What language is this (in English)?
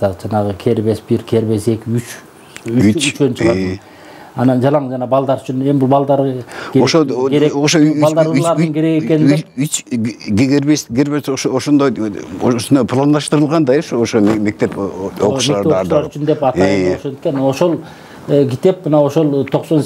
Kyrgyz